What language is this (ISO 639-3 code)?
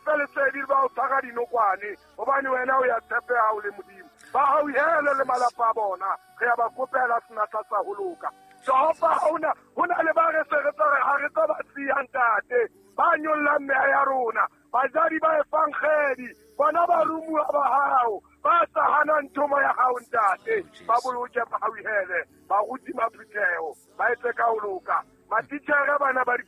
sot